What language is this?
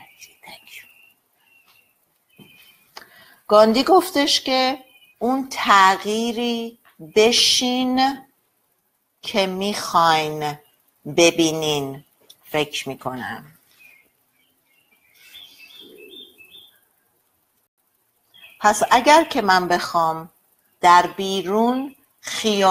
Persian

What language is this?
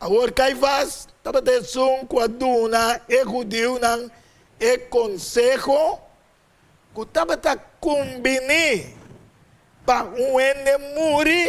Papiamento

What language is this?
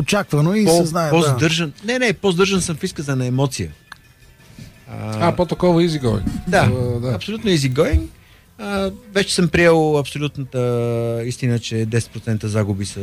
Bulgarian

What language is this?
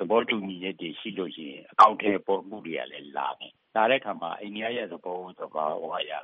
Burmese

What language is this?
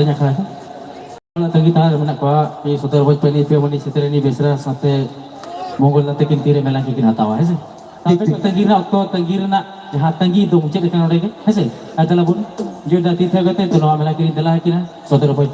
Santali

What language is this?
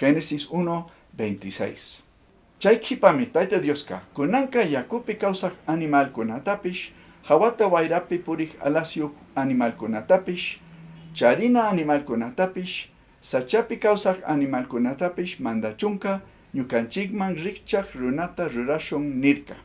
Chimborazo Highland Quichua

